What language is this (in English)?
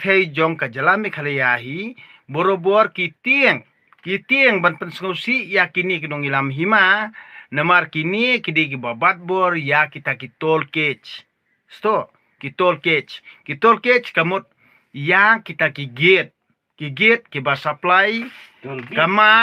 Khasi